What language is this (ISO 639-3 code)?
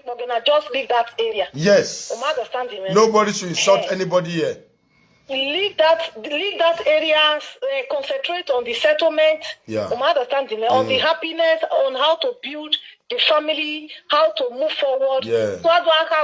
pcm